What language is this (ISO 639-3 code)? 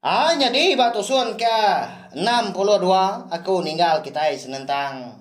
iba